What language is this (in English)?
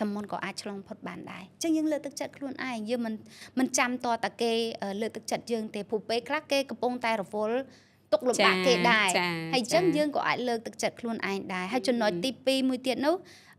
Khmer